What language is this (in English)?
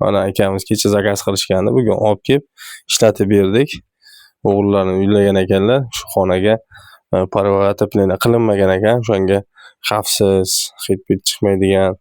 Uzbek